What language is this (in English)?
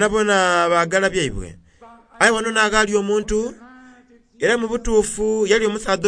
Soga